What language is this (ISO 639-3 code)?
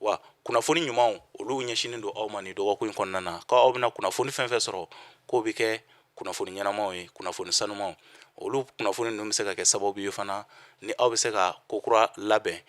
bam